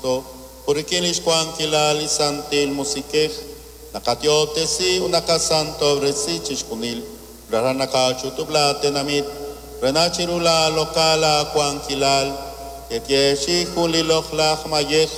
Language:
Kekchí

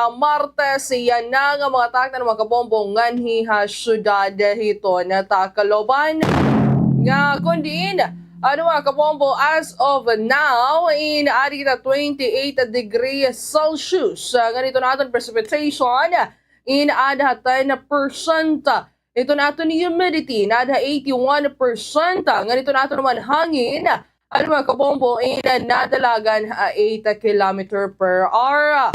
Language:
Waray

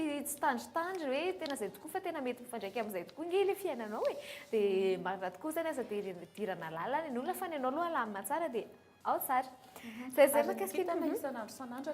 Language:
Malagasy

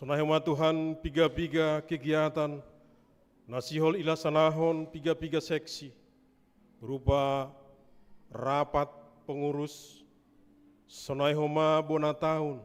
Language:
Batak Simalungun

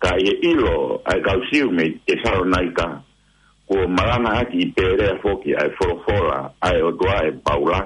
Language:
Tongan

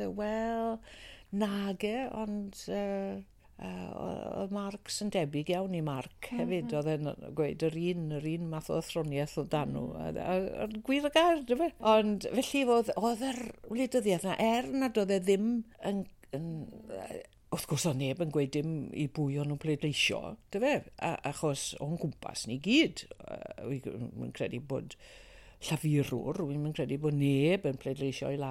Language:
Welsh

